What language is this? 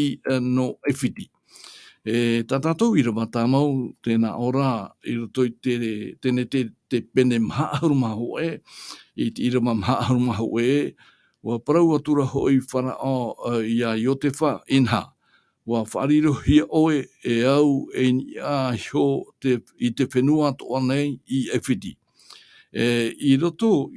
Tahitian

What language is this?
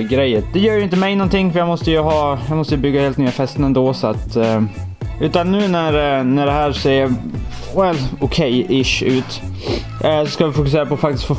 Swedish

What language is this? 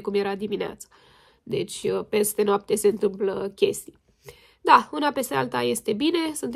Romanian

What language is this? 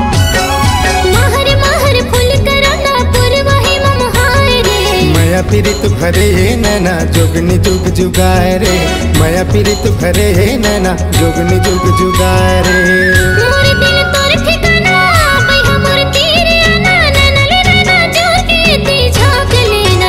Chhattisgarhi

